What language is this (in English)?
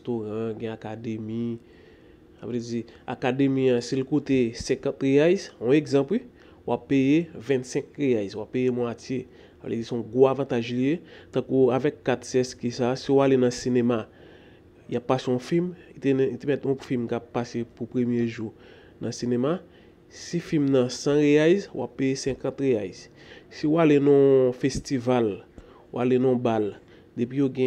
Haitian Creole